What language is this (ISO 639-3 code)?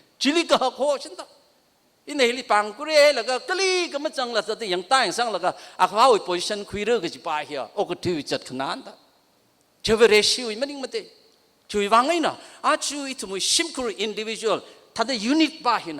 nmf